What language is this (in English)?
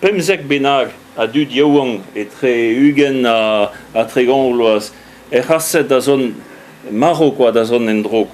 Breton